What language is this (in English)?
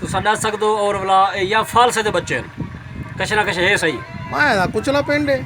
Saraiki